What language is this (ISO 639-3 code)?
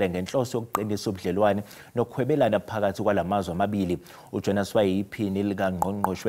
zul